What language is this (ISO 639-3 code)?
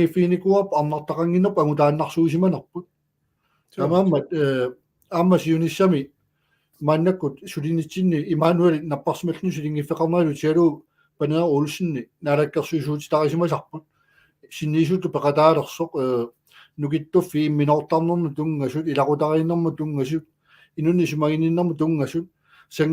kal